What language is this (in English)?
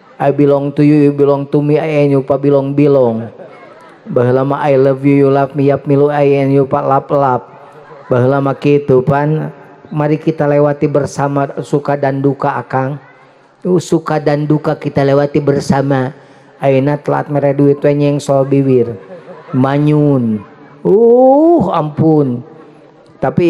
Sundanese